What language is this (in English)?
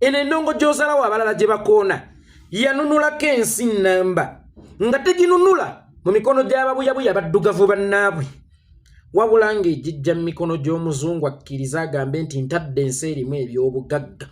Ganda